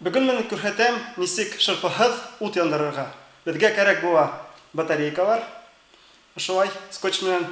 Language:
Bashkir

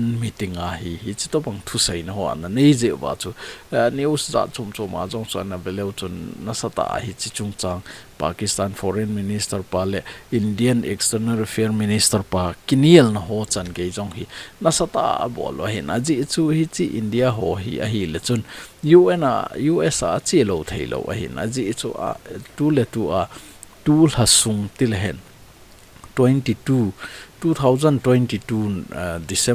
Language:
Thado Chin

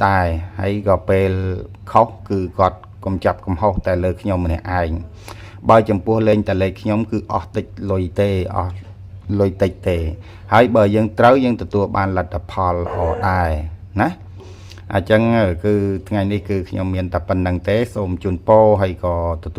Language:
Khmer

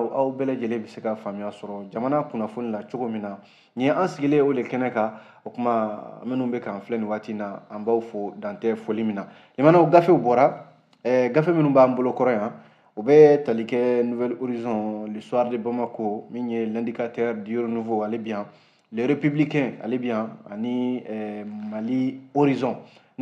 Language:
Bambara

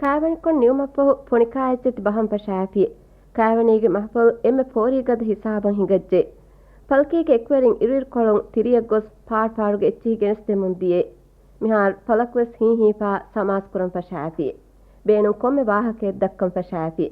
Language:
Divehi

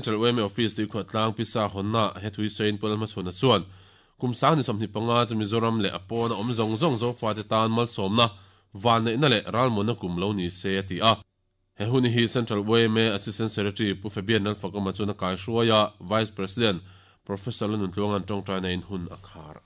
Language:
Mizo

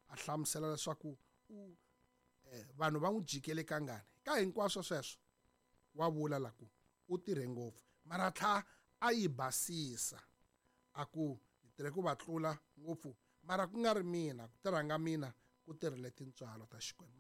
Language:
Tsonga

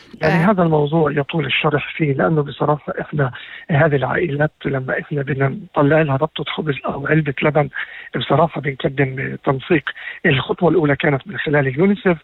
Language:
North Levantine Arabic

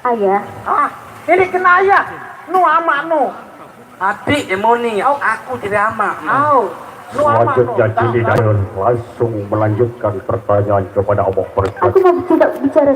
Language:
Sasak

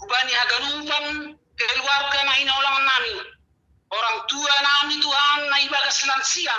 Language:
Batak Simalungun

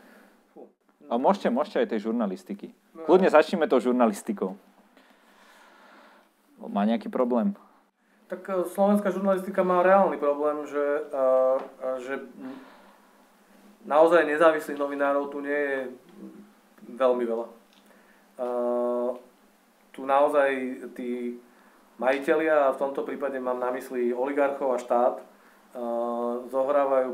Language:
Slovak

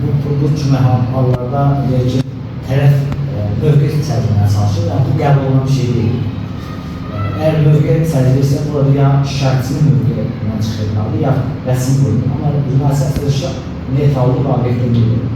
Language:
Azerbaijani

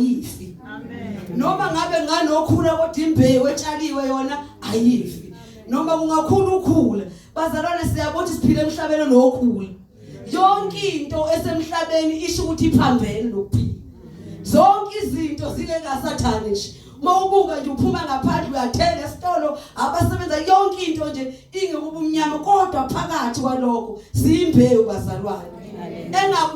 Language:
Zulu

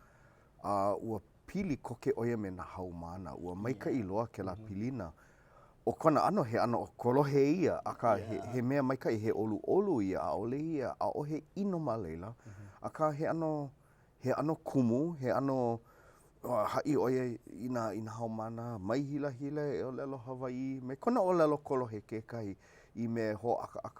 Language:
Hawaiian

